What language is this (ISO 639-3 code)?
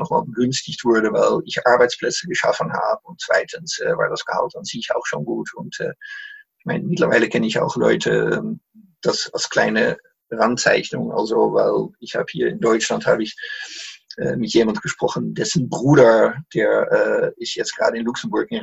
deu